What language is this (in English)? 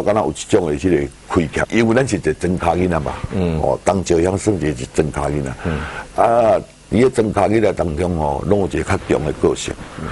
Min Nan Chinese